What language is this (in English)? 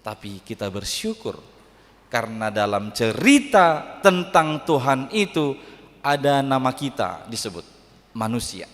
Batak Toba